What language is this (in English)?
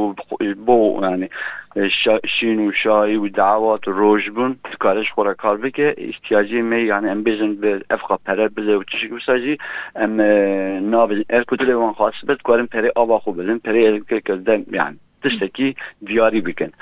Kurdish